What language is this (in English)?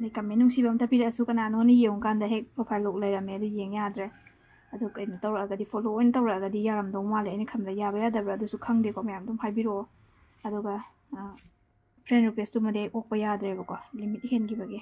Manipuri